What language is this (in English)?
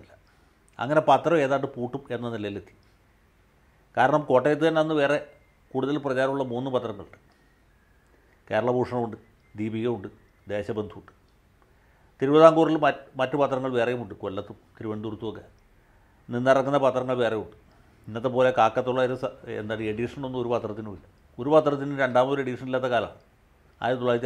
Malayalam